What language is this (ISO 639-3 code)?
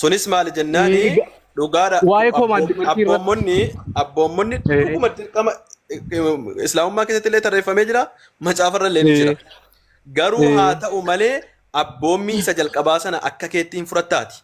orm